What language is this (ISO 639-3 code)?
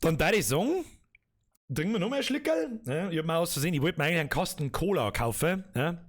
bar